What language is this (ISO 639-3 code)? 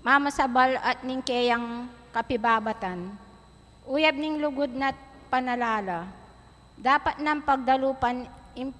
pam